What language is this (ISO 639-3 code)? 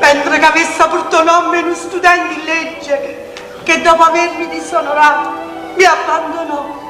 nap